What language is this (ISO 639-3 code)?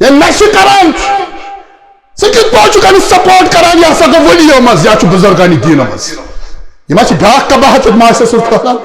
kas